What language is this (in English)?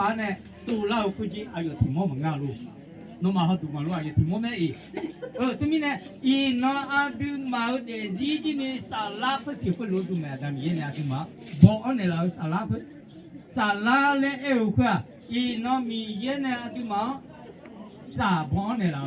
Akha